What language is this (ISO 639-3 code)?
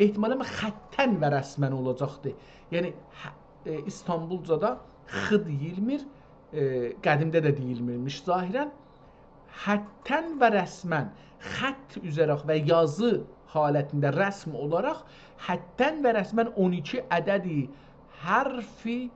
azb